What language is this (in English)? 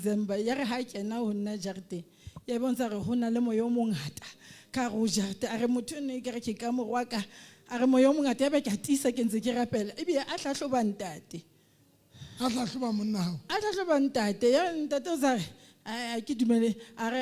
Southern Sotho